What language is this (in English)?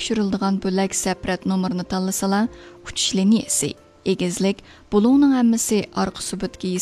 Uyghur